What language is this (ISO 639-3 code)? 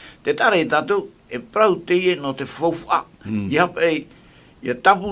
tah